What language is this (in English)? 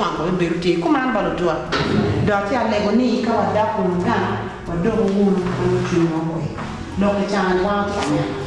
Acoli